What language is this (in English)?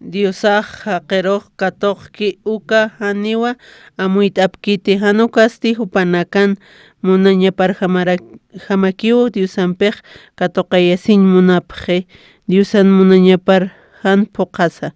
Aymara